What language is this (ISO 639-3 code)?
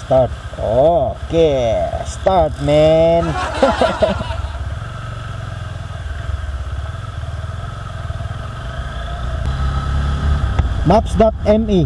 ceb